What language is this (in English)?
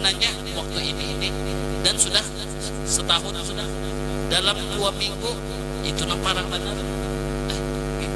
Banjar